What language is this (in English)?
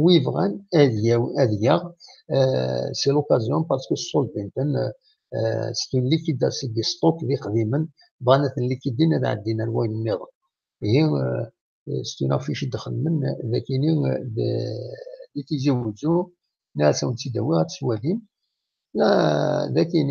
Kabyle